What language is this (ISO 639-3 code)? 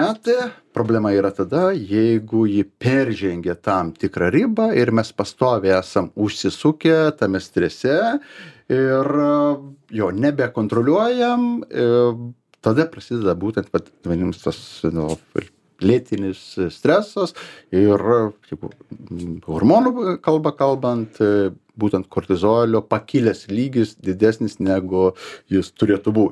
lit